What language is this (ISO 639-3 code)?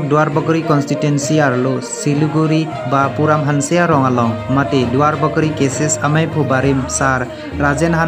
mjw